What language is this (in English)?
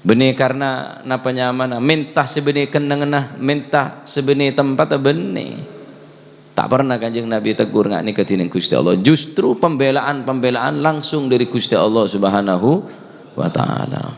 Madurese